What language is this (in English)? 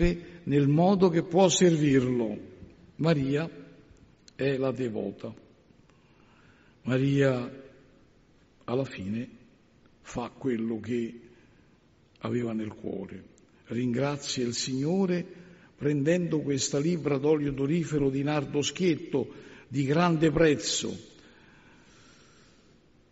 Italian